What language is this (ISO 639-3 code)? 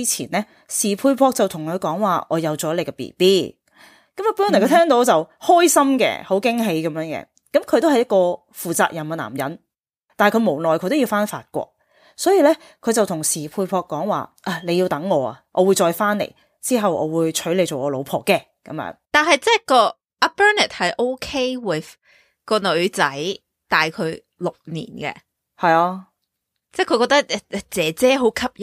yue